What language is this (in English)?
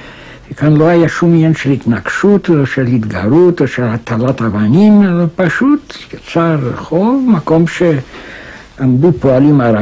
Hebrew